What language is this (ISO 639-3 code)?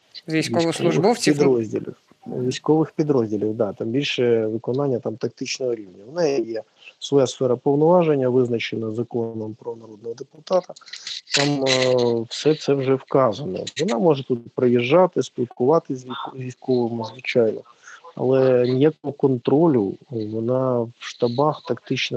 ukr